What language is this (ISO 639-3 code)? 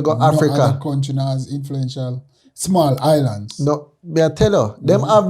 jam